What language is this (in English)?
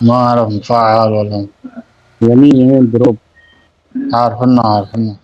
Mesopotamian Arabic